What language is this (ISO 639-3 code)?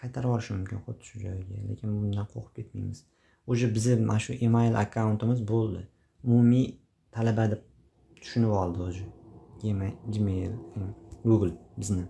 uzb